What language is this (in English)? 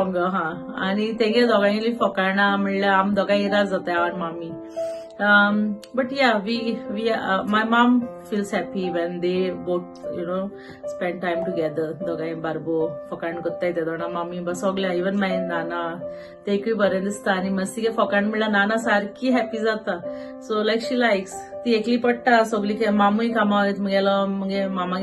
Konkani